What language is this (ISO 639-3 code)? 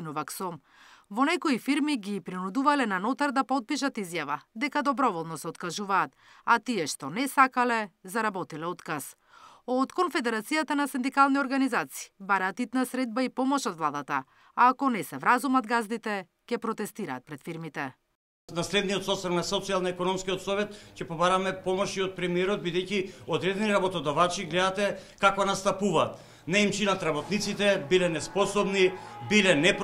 mkd